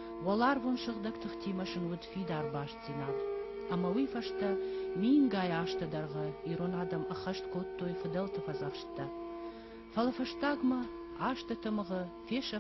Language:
Ossetic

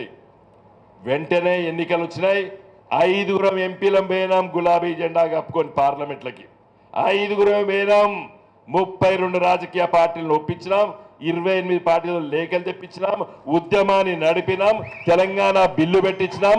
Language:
Telugu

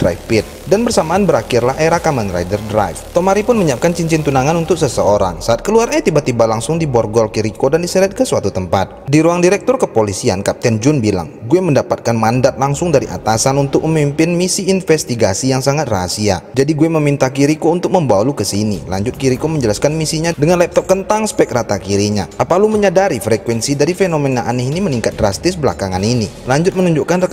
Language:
Indonesian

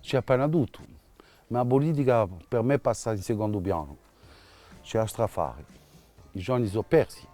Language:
Corsican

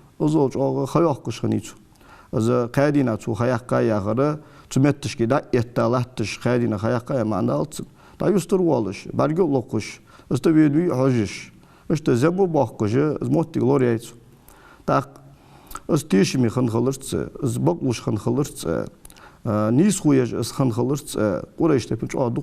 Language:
Ingush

